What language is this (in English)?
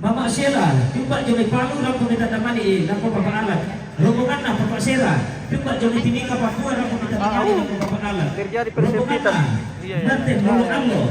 Toraja-Sa'dan